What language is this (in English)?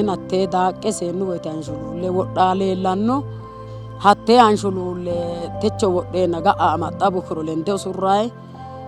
Sidamo